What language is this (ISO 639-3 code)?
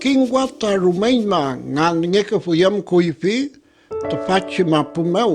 arn